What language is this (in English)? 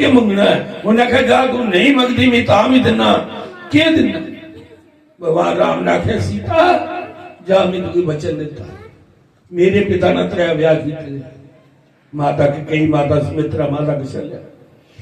Dogri